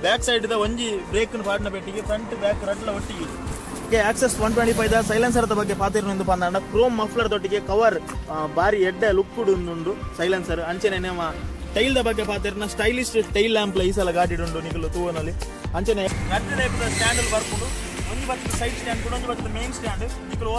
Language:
Tulu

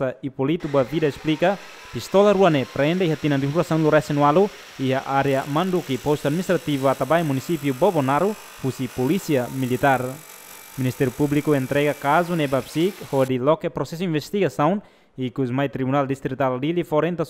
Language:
Tetum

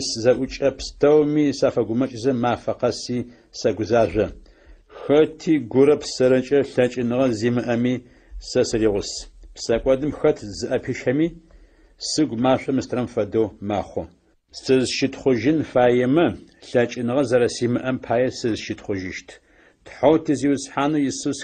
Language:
Adyghe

